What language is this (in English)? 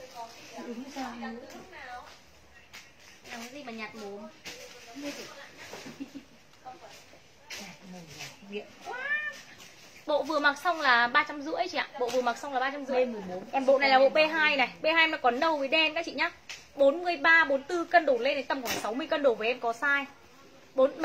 Vietnamese